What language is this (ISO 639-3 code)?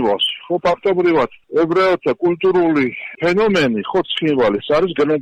kat